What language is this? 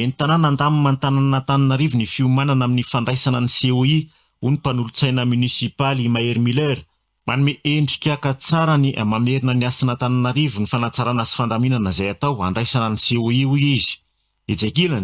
Malagasy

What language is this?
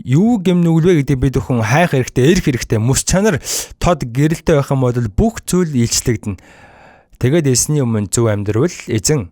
Mongolian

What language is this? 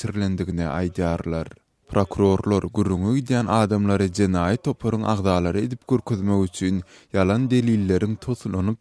Turkmen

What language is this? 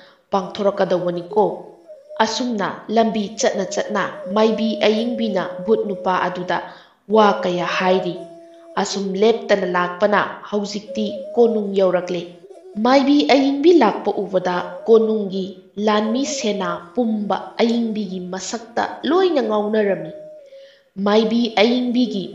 Manipuri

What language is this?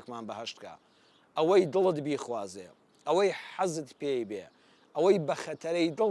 Central Kurdish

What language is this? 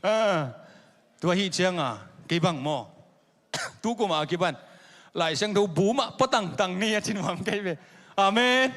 Tedim Chin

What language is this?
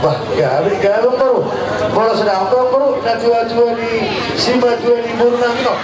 Batak Toba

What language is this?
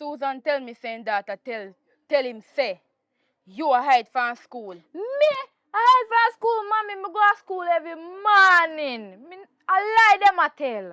Jamaican Creole English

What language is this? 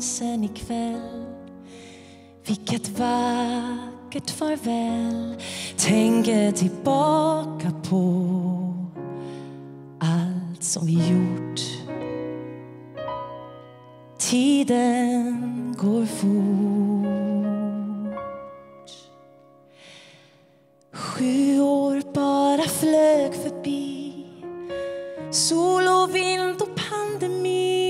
Swedish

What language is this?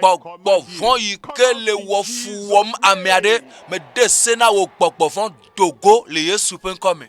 Ewe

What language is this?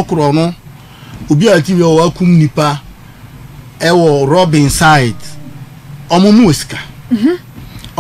Akan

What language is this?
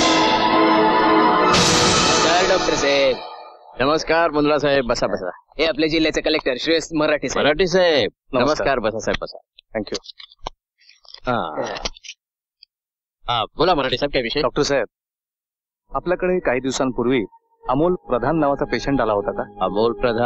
Marathi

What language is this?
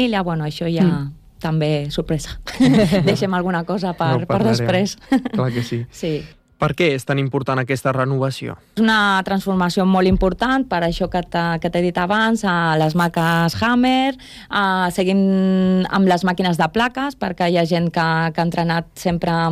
Catalan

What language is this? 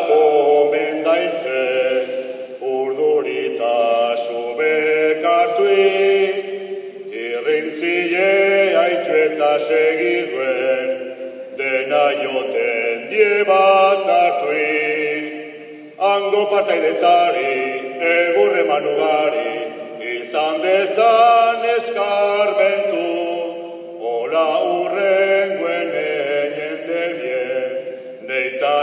Basque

